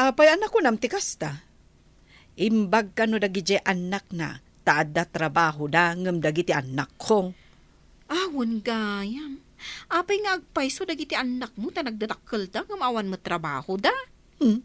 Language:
Iloko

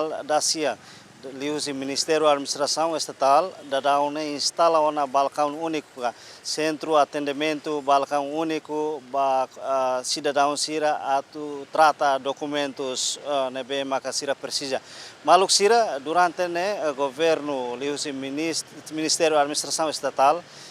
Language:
Tetum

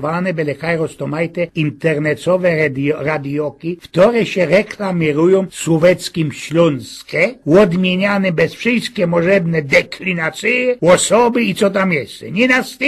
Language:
Silesian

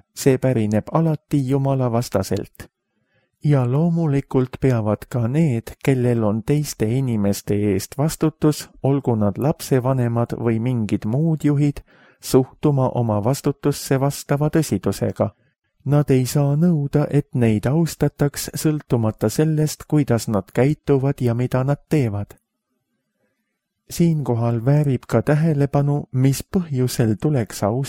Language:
Estonian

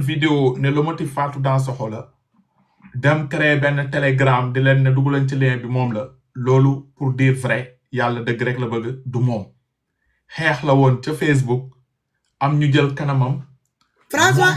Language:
Wolof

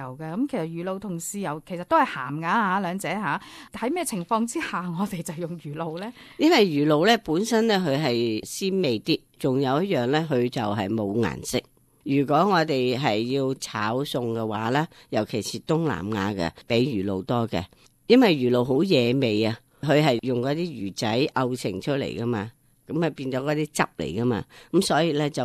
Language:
Cantonese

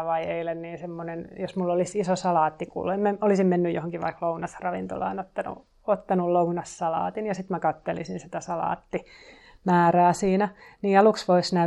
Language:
Finnish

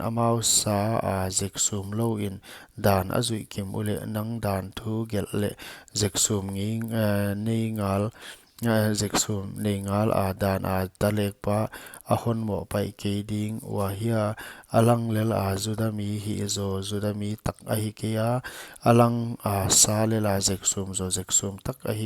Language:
Paite Chin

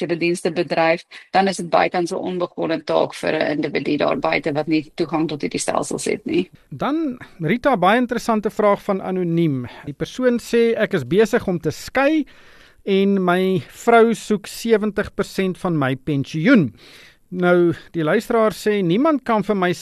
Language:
Afrikaans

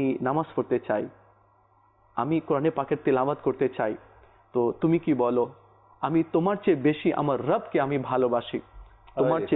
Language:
Bangla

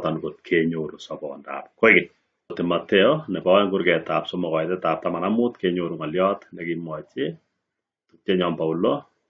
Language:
Kalenjin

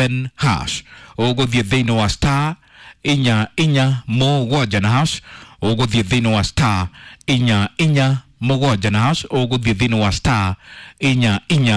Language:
Kikuyu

